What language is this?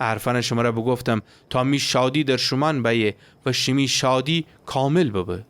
Gilaki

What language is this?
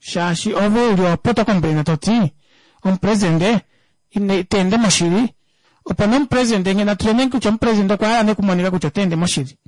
Kuanyama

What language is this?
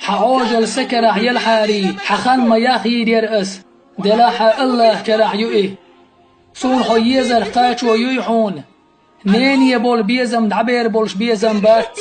Chechen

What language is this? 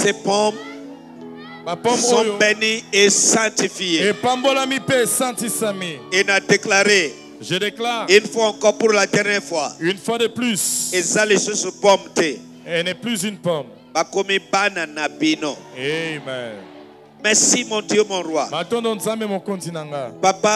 French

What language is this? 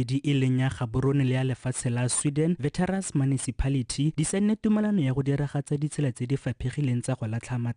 Tswana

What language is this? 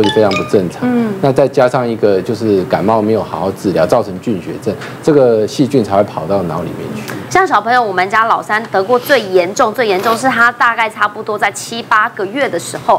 Chinese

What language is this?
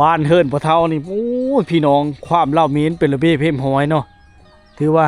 Lao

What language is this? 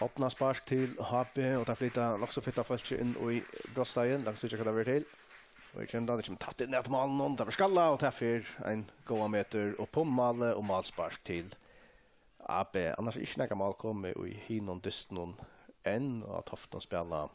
Faroese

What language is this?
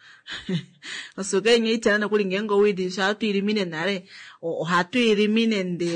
Kuanyama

